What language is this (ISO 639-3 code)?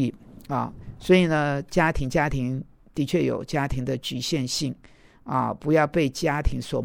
zho